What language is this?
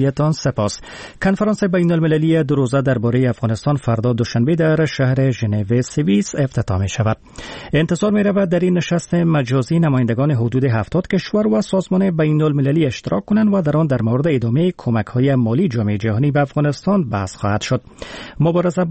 Persian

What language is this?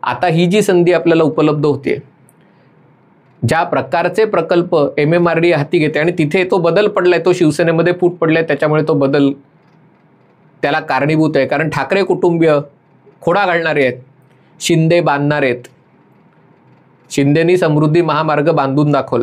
Marathi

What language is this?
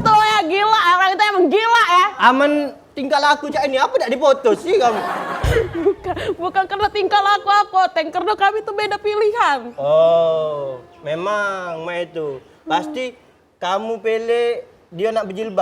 Musi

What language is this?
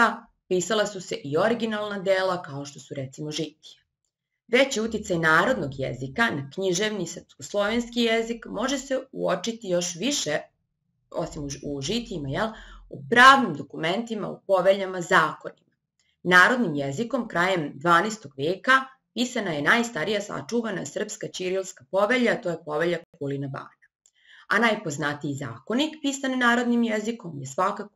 Serbian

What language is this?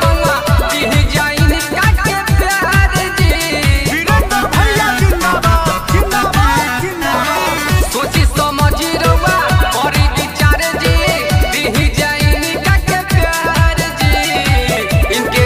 Bhojpuri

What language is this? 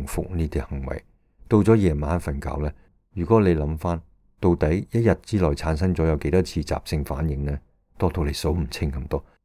Cantonese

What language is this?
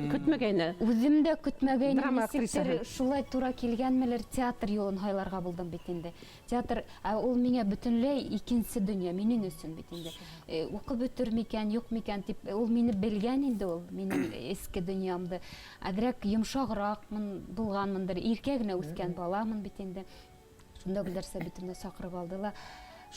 Bashkir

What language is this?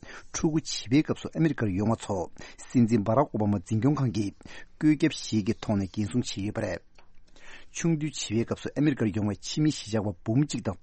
Tibetan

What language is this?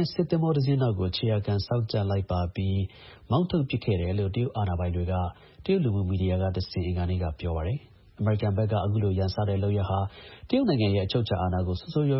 Burmese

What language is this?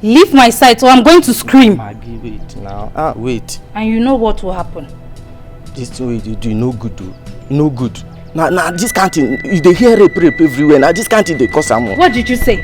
Nigerian Pidgin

